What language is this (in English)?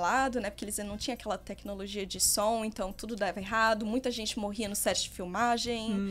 Portuguese